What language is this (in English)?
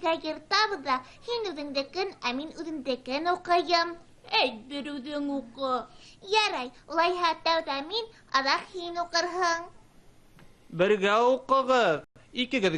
Bashkir